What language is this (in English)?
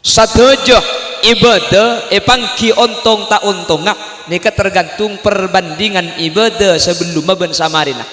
Madurese